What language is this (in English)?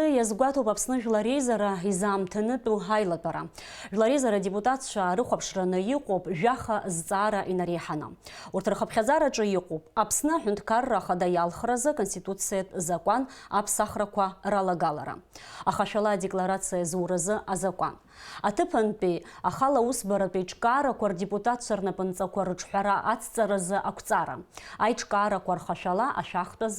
Abkhazian